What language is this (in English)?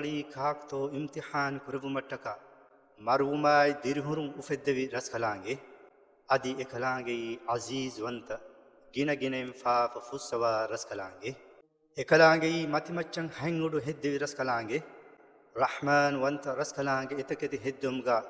Divehi